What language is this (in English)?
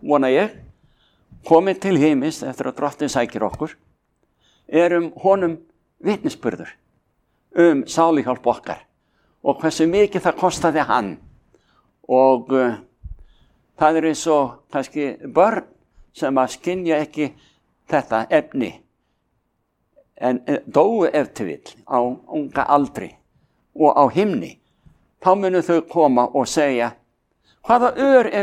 Icelandic